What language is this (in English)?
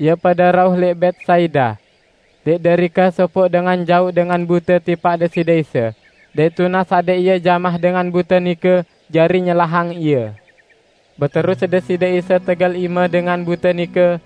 Sasak